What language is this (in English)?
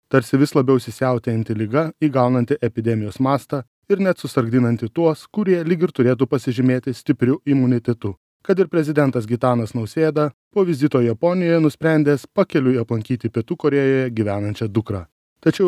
Lithuanian